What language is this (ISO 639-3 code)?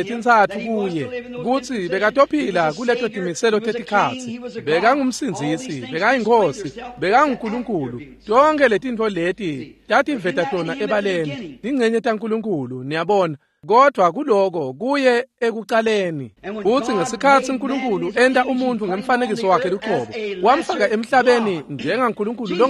ssw